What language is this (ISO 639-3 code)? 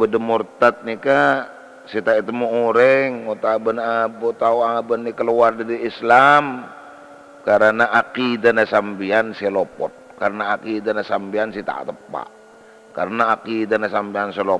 mad